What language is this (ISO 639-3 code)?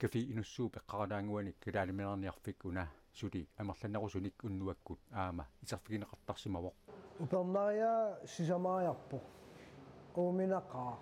kal